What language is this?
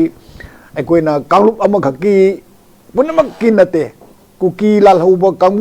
Manipuri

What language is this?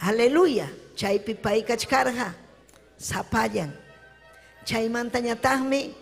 Ayacucho Quechua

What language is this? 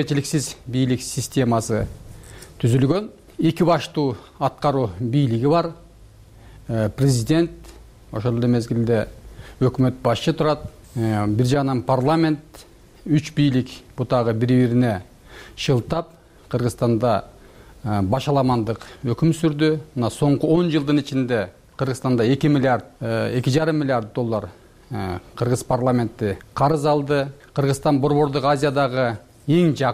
Kyrgyz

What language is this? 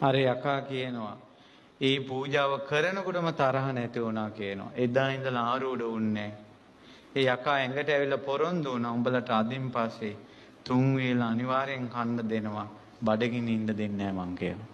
Sinhala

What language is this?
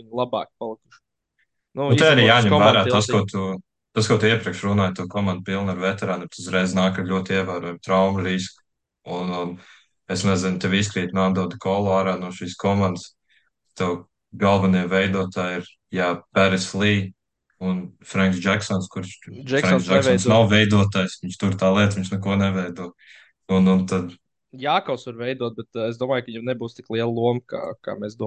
Latvian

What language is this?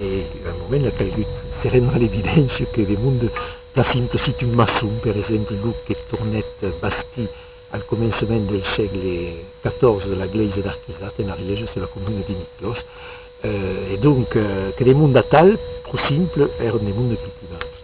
Occitan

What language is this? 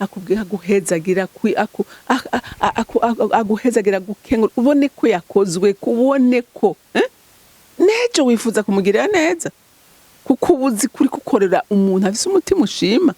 Rundi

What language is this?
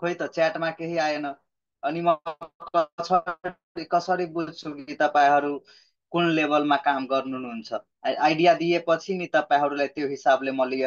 Nepali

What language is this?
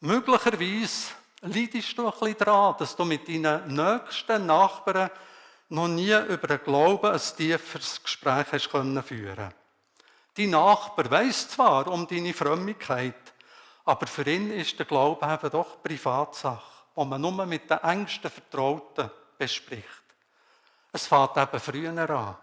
Swiss German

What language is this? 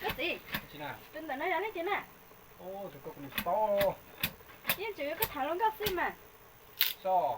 Hmong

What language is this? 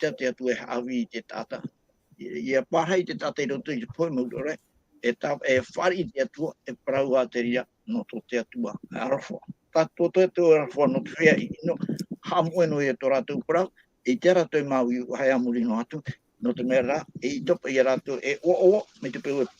Tahitian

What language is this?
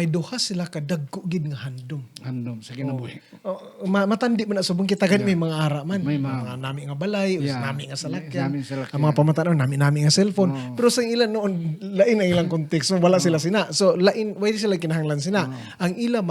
Hiligaynon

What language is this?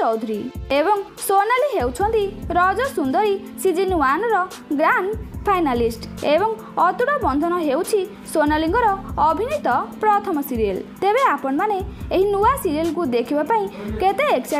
Odia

